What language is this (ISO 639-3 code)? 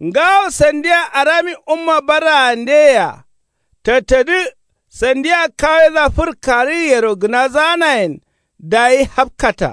kau